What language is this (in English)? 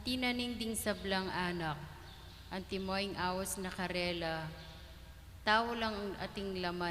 Pampanga